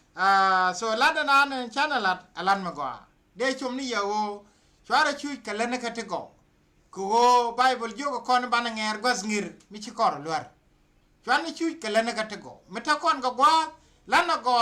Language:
Nuer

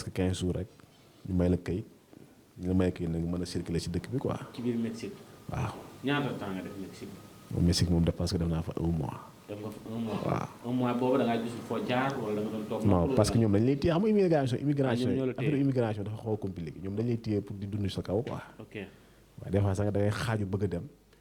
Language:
Wolof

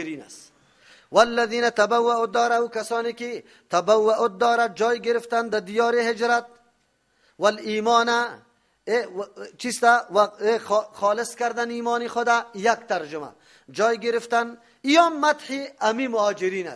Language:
Persian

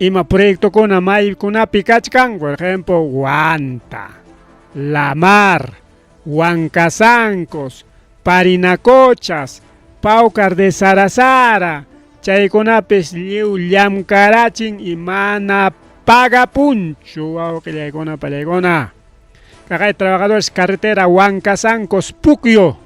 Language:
Ayacucho Quechua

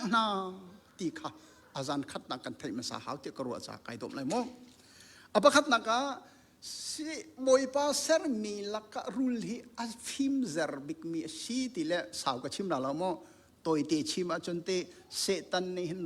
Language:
Hakha Chin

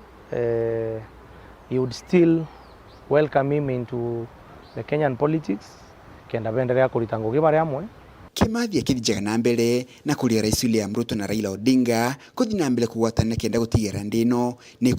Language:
Meru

